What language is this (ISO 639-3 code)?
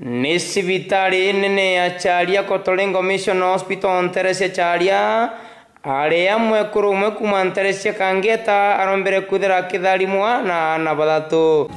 mer